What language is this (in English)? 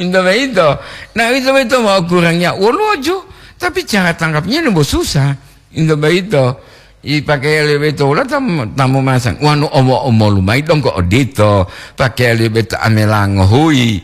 Gorontalo